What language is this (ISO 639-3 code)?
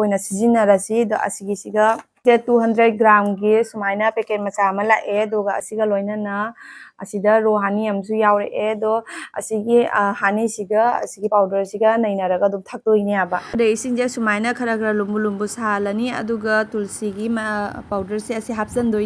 mni